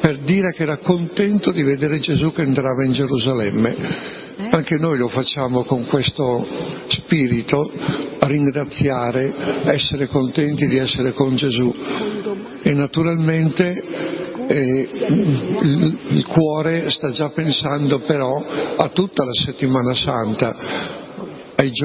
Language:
Italian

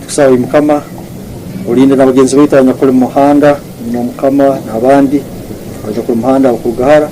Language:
Tooro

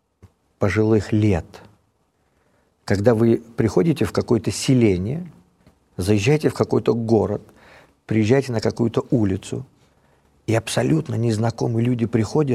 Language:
Russian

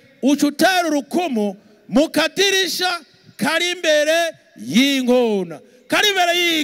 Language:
Rundi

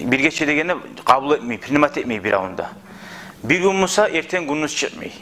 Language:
Kumyk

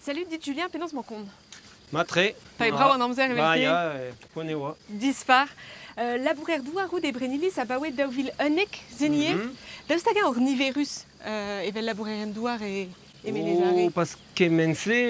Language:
Breton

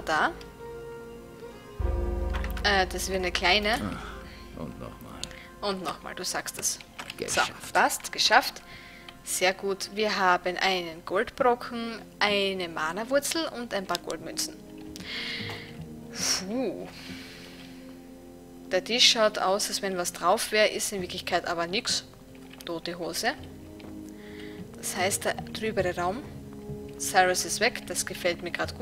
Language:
German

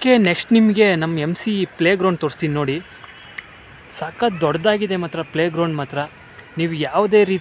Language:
Kannada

